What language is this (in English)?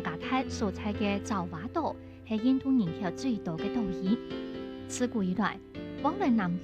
Hakka Chinese